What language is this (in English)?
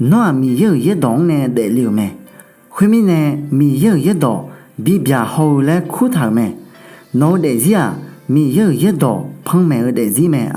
Akha